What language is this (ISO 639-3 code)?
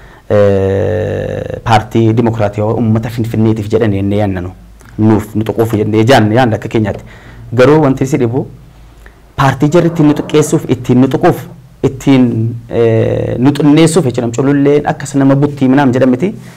orm